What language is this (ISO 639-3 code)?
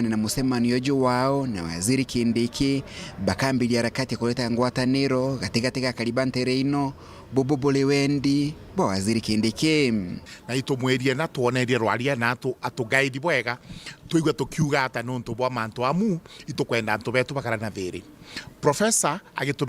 mer